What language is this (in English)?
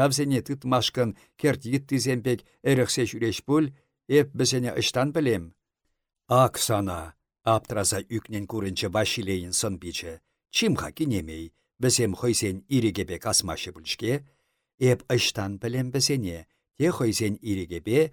Chuvash